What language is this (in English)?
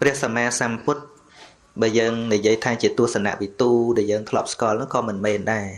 Khmer